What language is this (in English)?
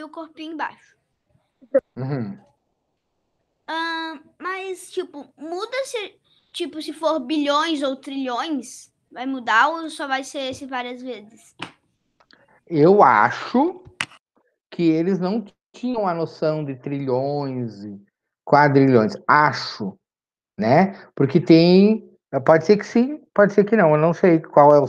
Portuguese